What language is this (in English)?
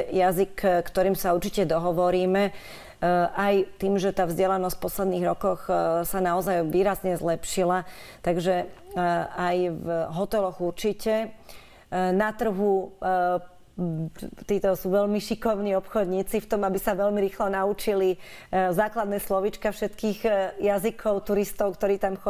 Slovak